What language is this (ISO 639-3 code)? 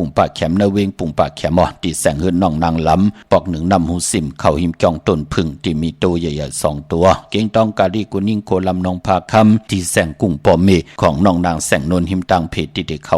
shn